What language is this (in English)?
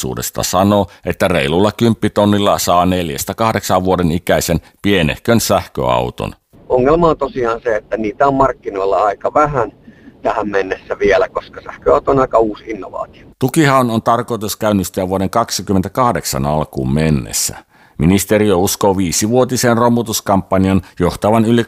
Finnish